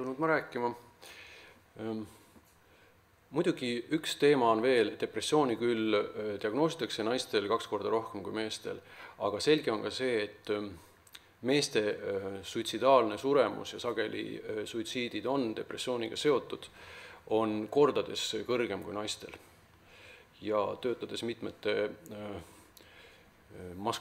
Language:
Estonian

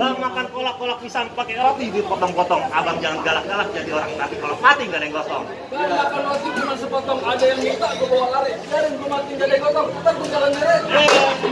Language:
Betawi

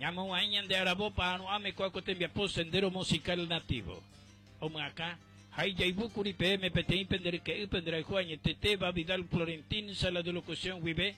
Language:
Guarani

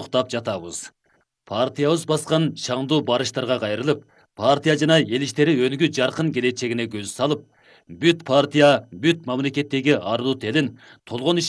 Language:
Kyrgyz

